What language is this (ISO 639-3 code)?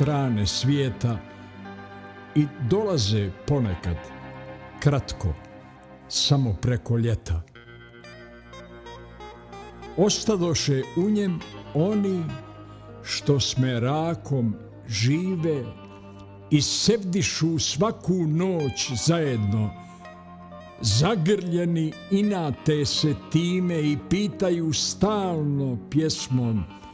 bos